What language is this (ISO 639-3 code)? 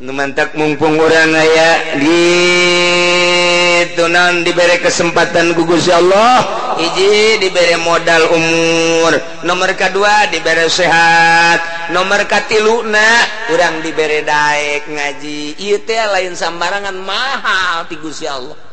sun